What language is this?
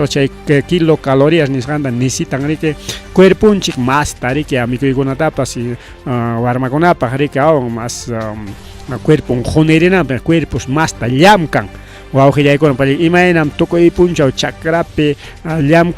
Ayacucho Quechua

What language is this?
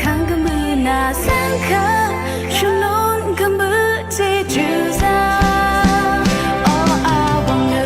Rawang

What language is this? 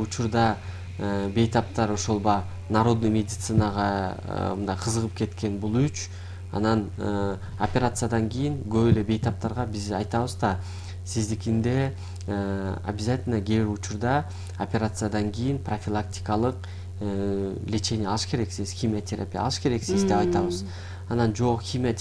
Kyrgyz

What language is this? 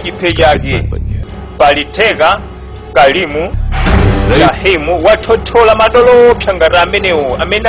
Nyanja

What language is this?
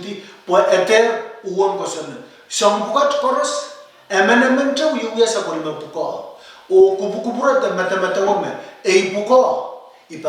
Pohnpeian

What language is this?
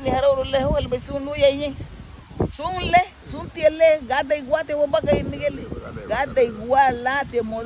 Garifuna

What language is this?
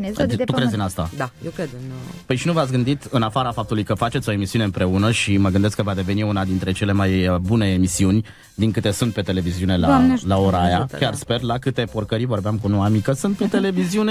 Romanian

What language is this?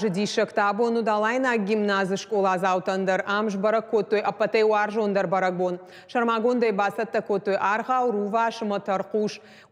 Ossetic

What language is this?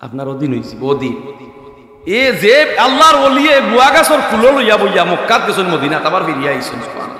Sylheti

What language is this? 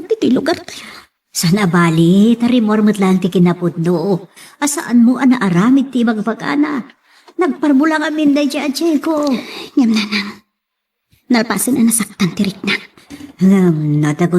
Iloko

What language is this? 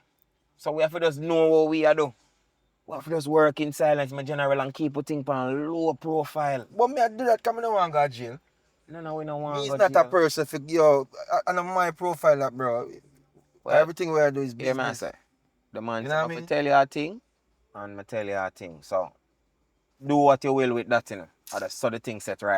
Jamaican Creole English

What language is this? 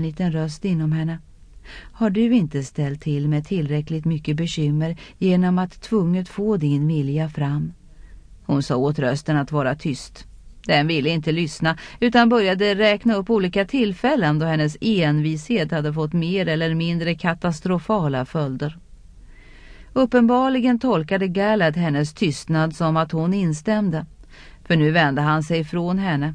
Swedish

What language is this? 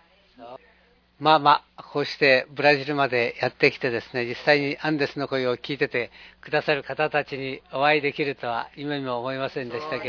Japanese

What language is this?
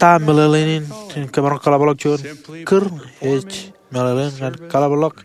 Marshallese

